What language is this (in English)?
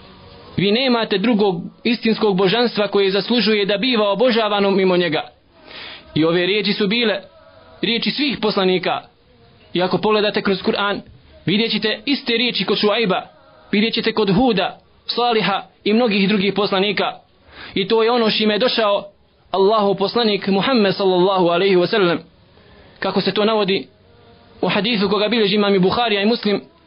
Bosnian